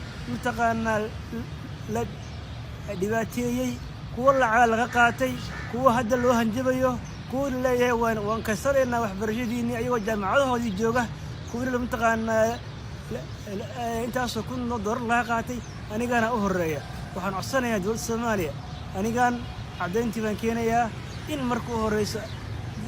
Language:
Somali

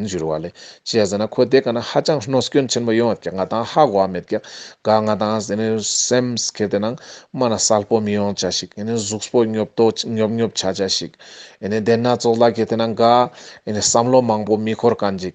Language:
Ladakhi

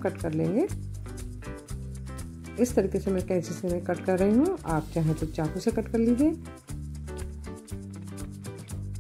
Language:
Hindi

